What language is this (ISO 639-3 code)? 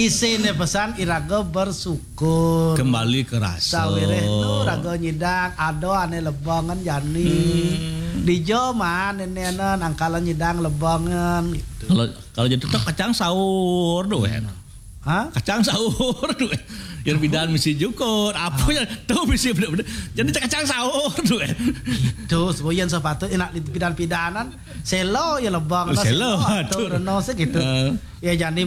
ban